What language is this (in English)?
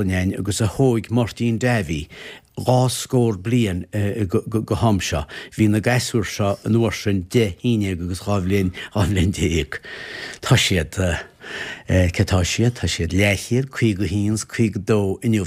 Irish